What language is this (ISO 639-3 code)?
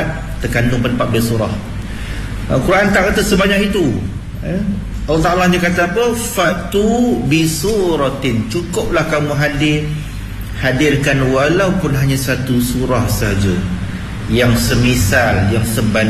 msa